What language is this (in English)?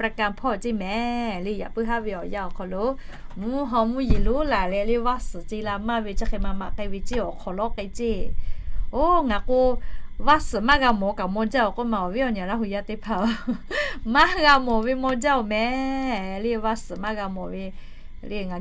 Lahu